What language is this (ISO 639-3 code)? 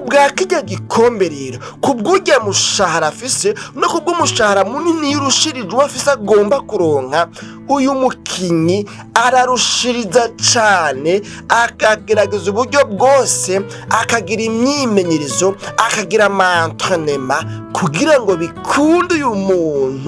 run